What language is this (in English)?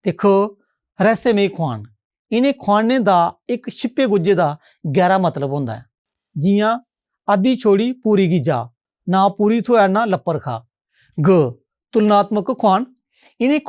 Dogri